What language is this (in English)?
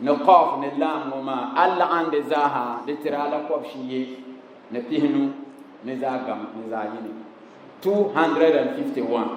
Dagbani